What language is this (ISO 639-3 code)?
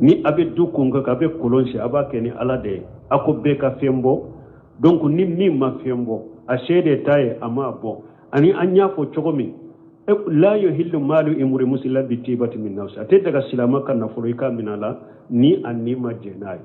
bam